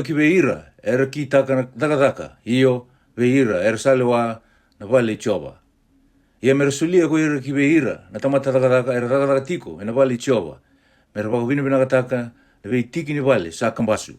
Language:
Fijian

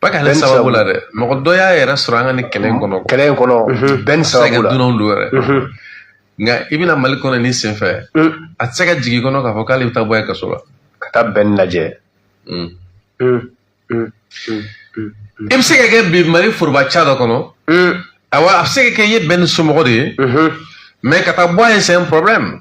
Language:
Bambara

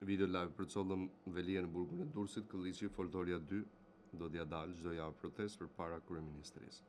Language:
Albanian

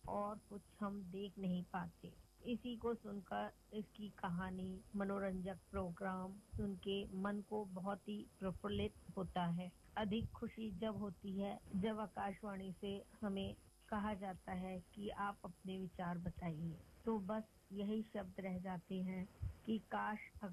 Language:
Hindi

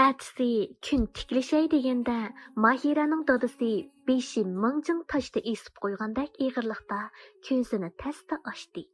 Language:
Uyghur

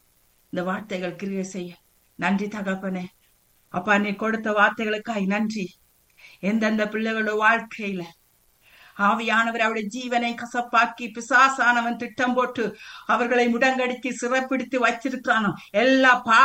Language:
Tamil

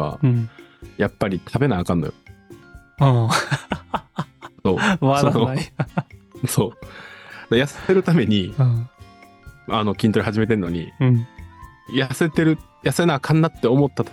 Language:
Japanese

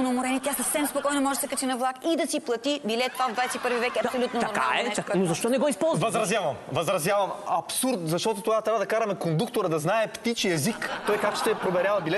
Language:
Bulgarian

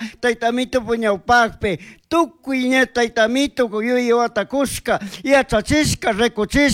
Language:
Chimborazo Highland Quichua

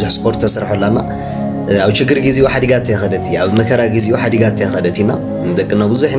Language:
Tigrinya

